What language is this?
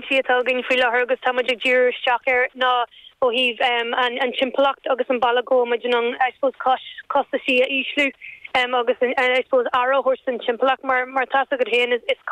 Irish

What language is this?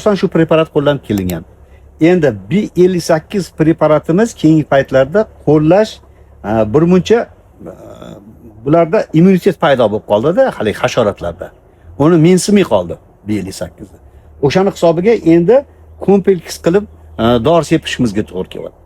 Uzbek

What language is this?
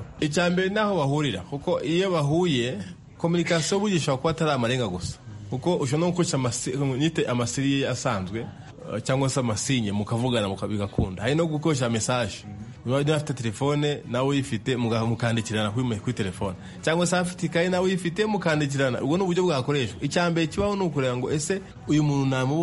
Kinyarwanda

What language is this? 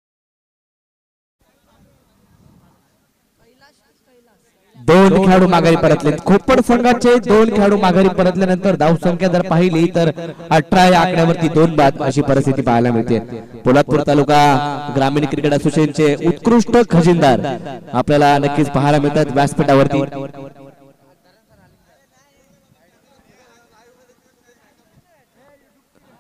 Marathi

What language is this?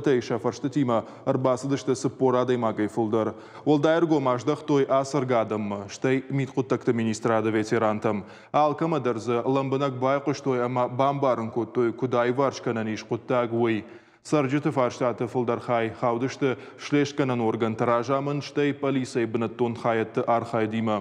Ossetic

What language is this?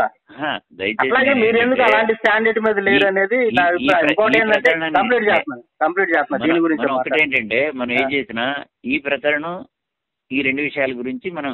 Telugu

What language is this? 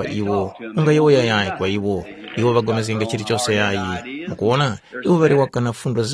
Tumbuka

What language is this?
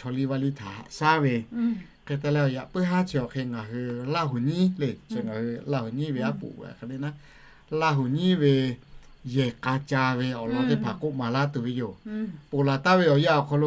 Lahu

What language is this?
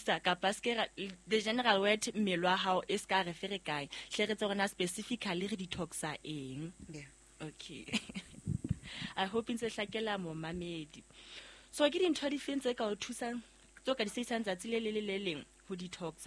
Southern Sotho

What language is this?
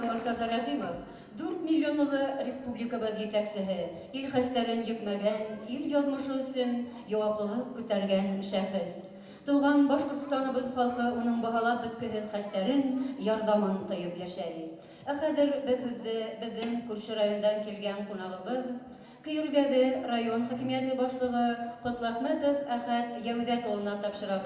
Bashkir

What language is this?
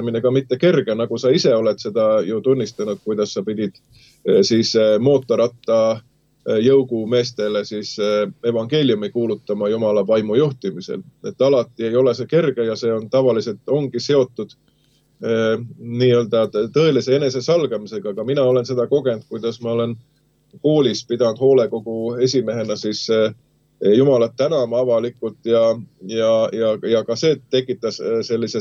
Estonian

